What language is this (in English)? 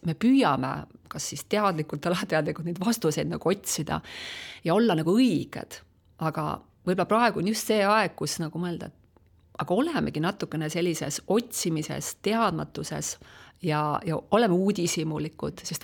Estonian